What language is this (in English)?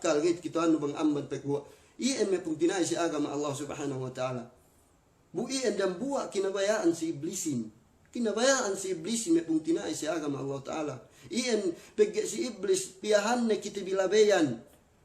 Yakan